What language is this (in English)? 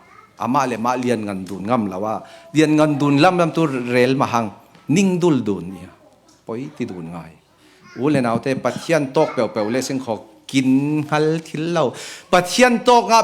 Falam Chin